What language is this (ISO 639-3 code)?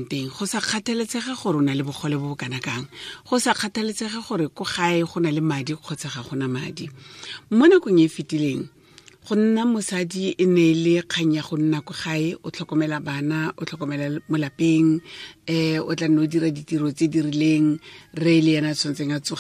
tsn